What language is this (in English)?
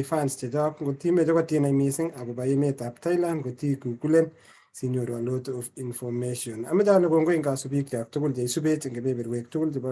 Kalenjin